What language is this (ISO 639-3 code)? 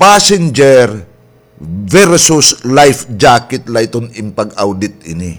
war